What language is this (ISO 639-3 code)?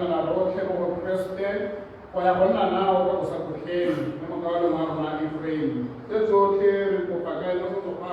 tsn